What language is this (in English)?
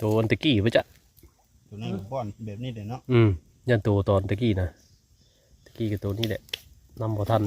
Northeastern Thai